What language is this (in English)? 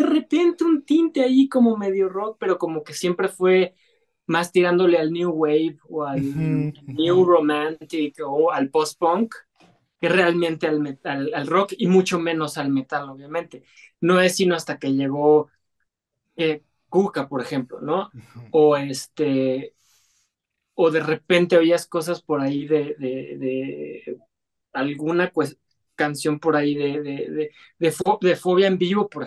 Spanish